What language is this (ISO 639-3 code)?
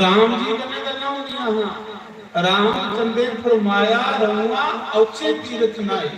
doi